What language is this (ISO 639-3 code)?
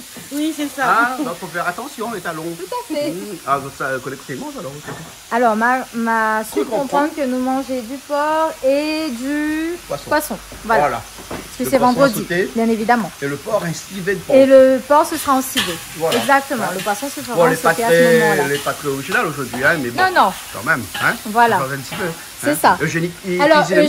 rcf